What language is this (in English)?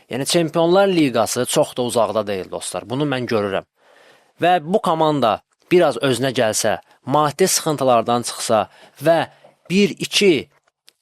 Azerbaijani